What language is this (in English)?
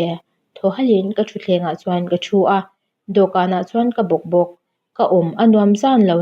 Mizo